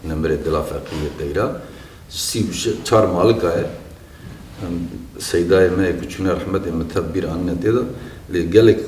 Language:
Kurdish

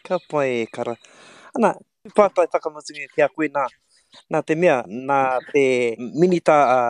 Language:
Māori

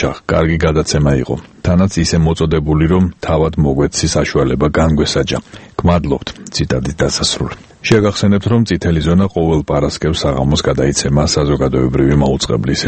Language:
Georgian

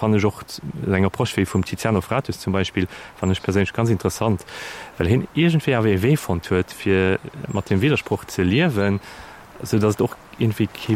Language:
Luxembourgish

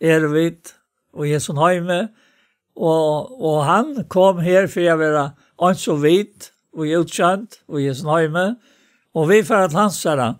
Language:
Faroese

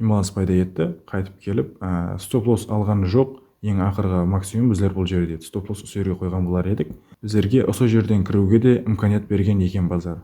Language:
Kara-Kalpak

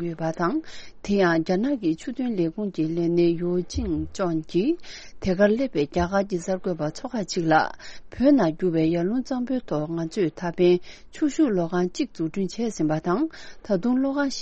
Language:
Tibetan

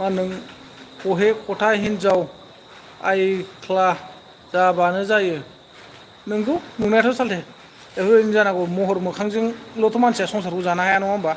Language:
Bodo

